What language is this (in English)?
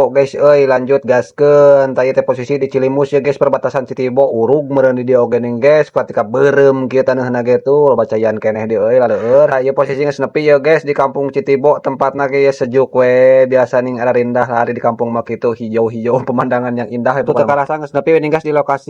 Sundanese